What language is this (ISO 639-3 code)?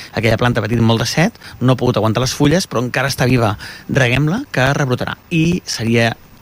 cat